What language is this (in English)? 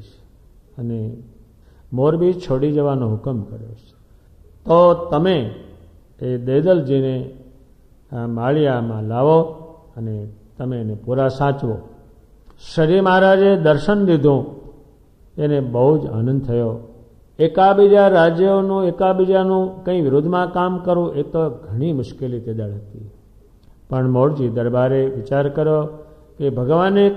Gujarati